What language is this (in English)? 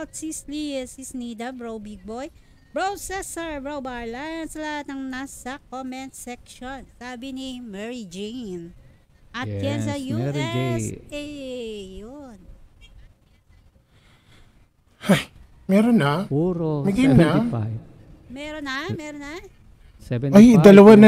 Filipino